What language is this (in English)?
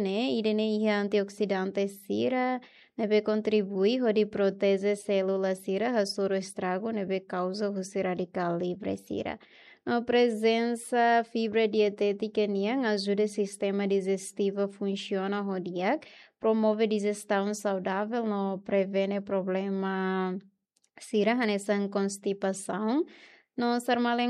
Tetum